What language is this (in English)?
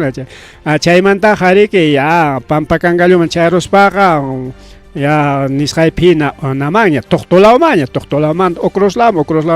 Ayacucho Quechua